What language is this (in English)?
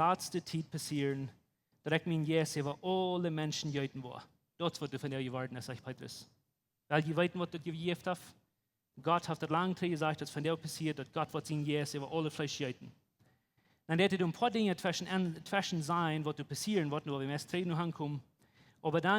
Plautdietsch